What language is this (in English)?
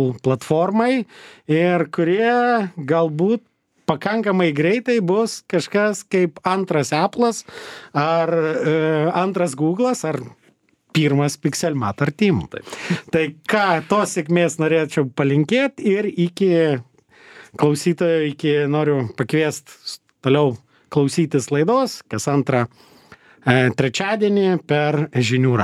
Lithuanian